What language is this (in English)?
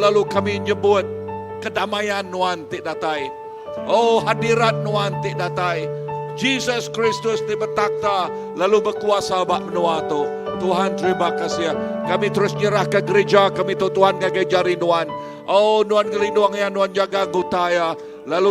Iban